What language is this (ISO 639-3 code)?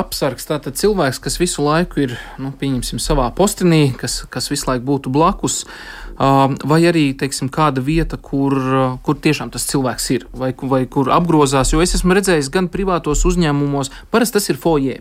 lav